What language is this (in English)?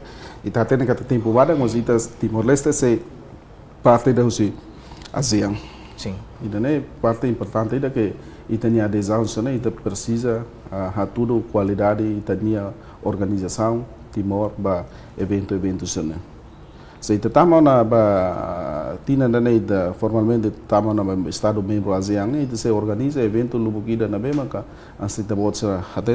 Tetum